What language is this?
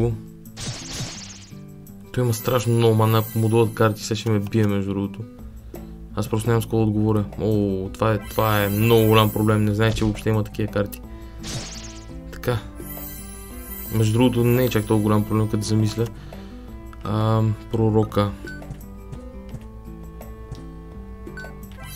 Bulgarian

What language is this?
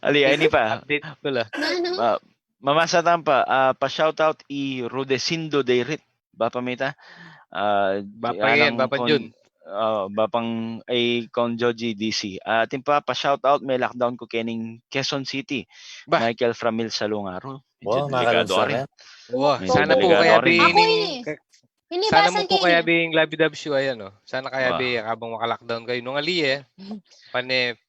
Pampanga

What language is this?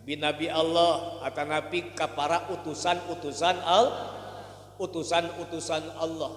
Sundanese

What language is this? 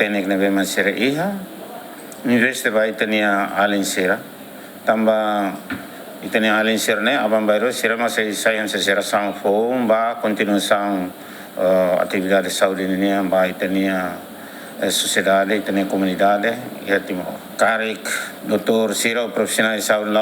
Tetum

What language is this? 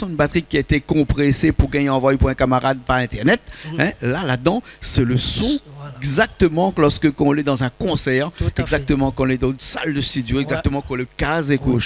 Réunion Creole French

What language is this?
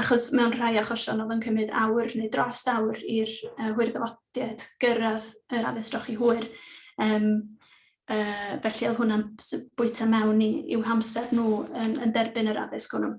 Welsh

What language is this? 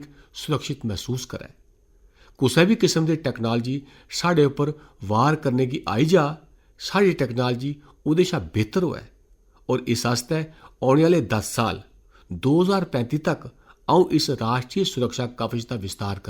Dogri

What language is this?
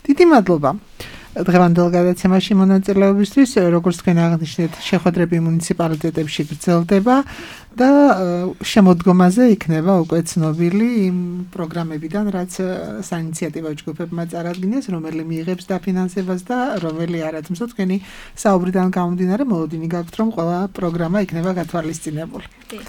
Georgian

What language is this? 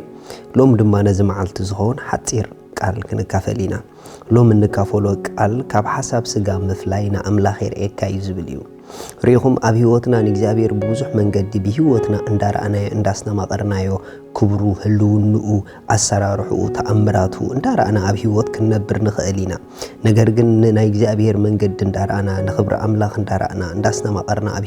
Tigrinya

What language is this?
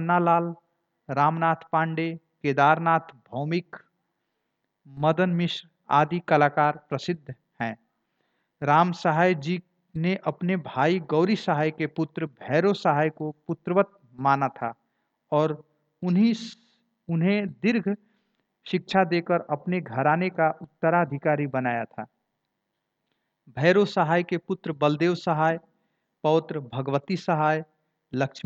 Hindi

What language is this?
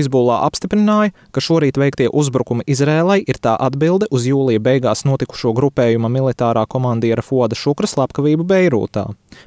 Latvian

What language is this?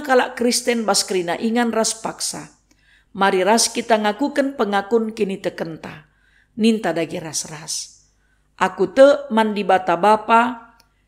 Batak Karo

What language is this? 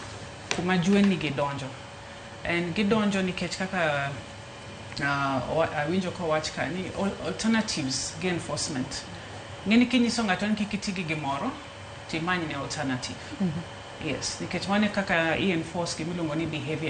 Luo (Kenya and Tanzania)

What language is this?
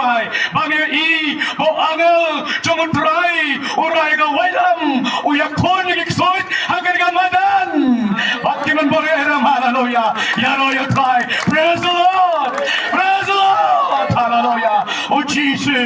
Khasi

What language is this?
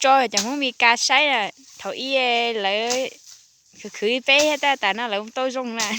Hmong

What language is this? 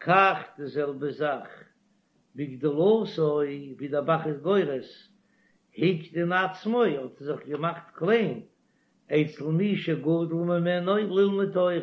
Yiddish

